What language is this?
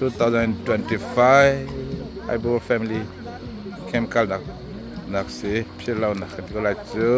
Hakha Chin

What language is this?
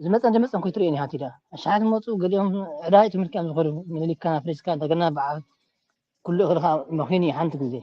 Tigrinya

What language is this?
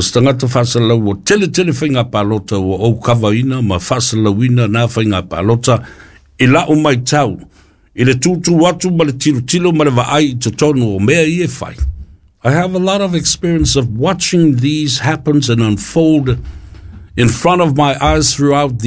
Samoan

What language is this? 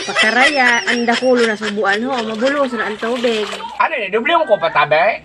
Bikol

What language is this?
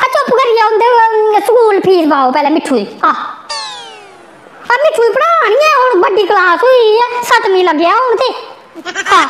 Dogri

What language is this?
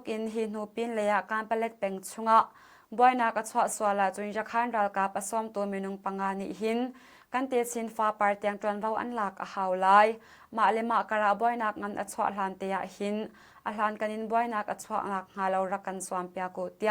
Hakha Chin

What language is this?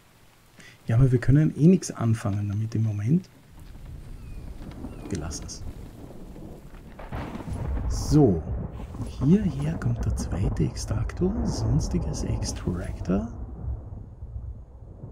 German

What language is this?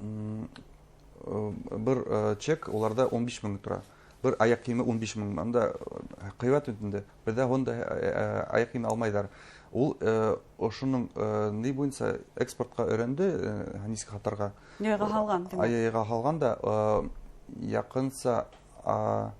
Bashkir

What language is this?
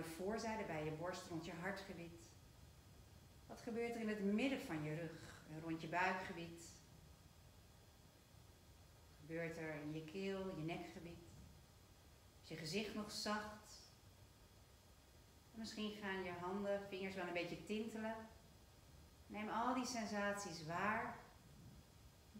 Dutch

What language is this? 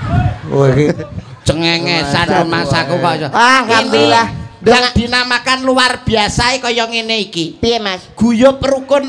Javanese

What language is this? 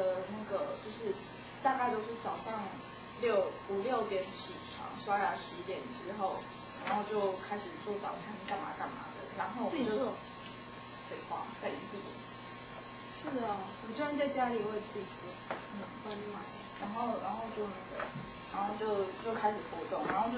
Chinese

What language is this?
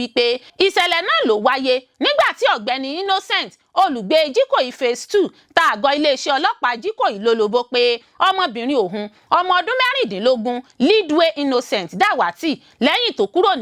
Yoruba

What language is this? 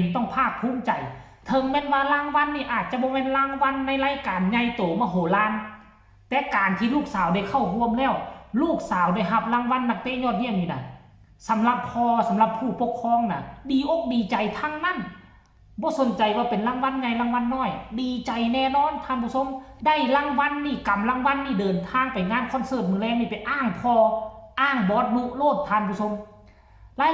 Northeastern Thai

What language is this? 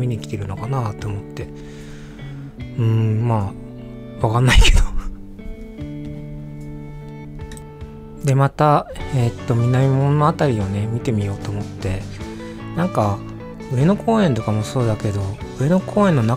Japanese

